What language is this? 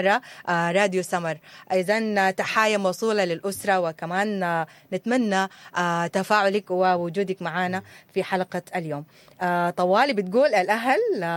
Sudanese Arabic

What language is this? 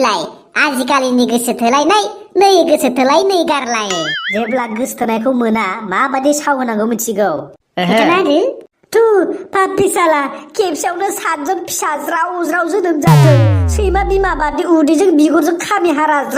Bodo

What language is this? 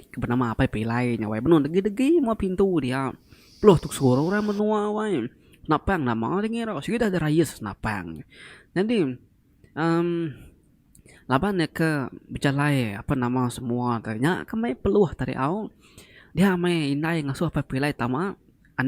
Iban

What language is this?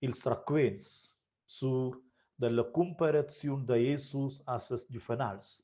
Romansh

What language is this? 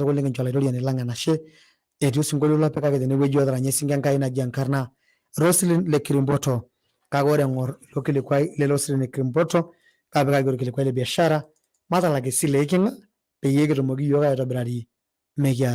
Masai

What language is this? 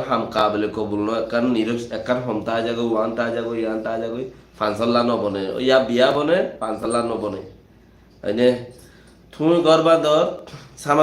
Rohingya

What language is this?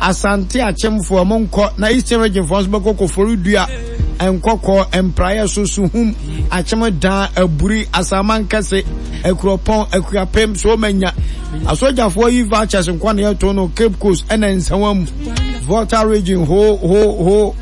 Akan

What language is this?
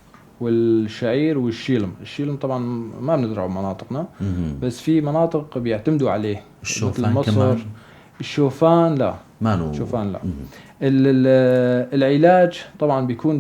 North Levantine Arabic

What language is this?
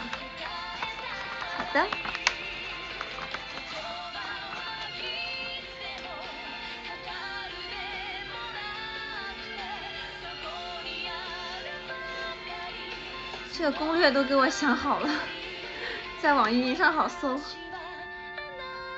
Chinese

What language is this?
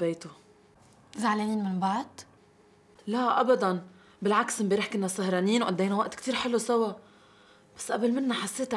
North Levantine Arabic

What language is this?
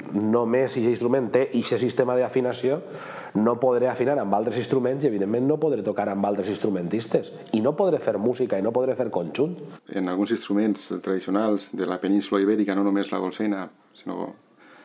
Catalan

